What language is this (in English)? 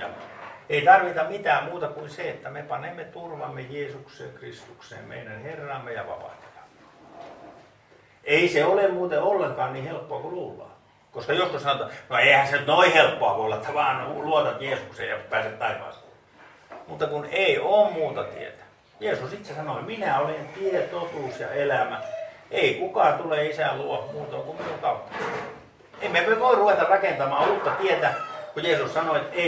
Finnish